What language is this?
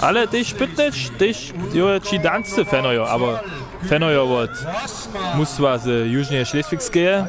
Upper Sorbian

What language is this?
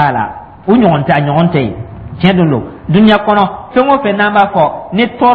Dyula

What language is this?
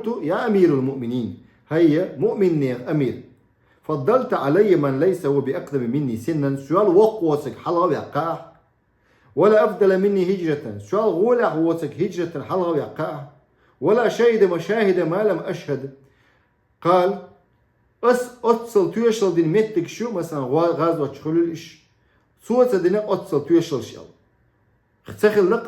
Chechen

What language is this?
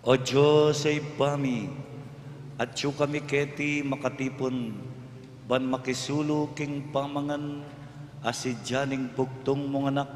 Pampanga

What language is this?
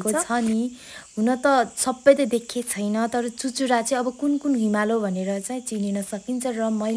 Nepali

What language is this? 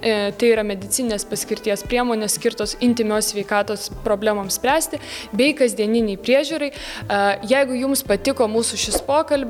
Lithuanian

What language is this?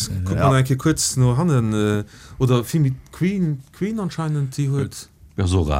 Luxembourgish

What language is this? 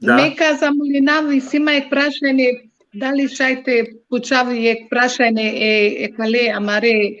Balkan Romani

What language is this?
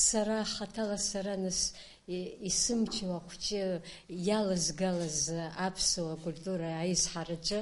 Abkhazian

